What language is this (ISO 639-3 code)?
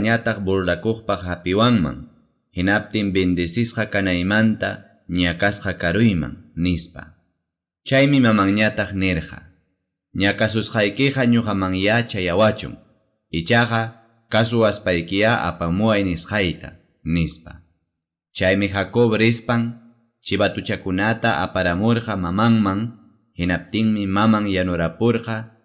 quy